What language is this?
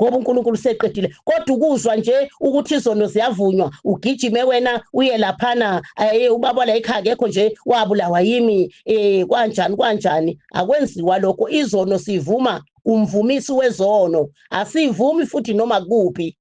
Zulu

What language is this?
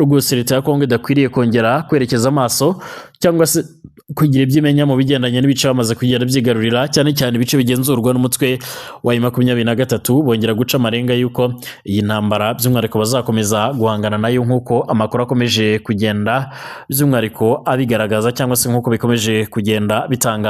Kinyarwanda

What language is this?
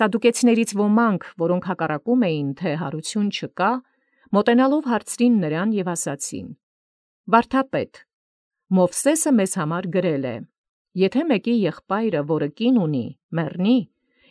Armenian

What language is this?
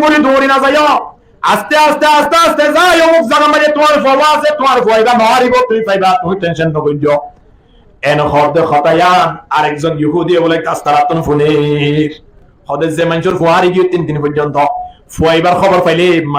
Rohingya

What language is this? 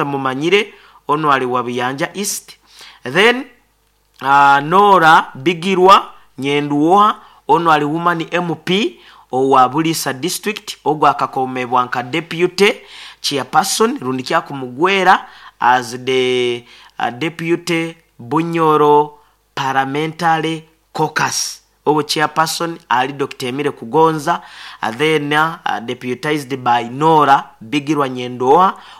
Nyoro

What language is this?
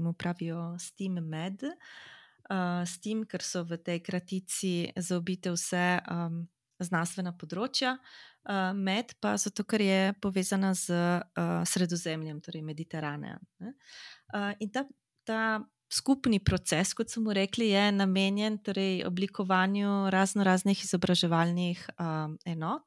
Slovenian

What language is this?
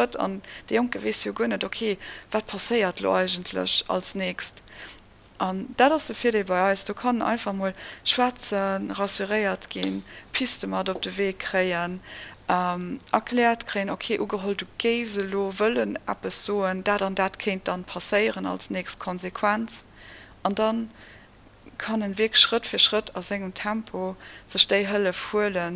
Luxembourgish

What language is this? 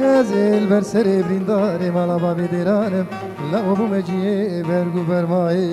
Kurdish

